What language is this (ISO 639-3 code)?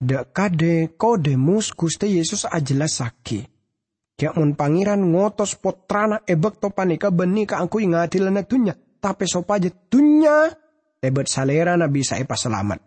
mad